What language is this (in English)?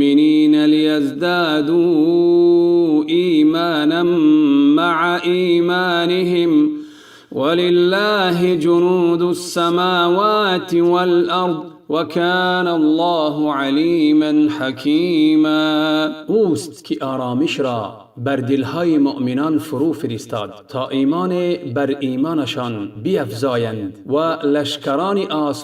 Tajik